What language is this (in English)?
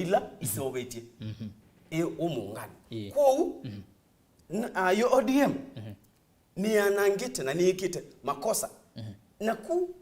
Kamba